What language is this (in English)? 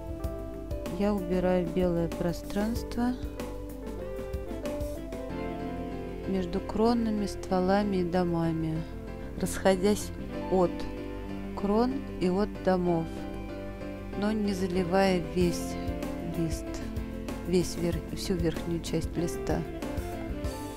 Russian